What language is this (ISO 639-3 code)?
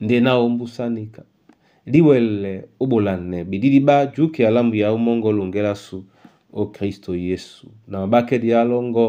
dua